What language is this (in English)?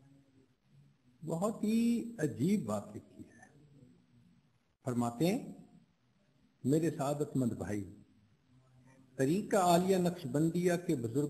Urdu